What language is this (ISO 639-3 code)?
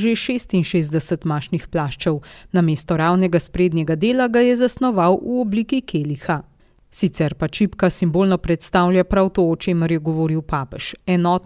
slv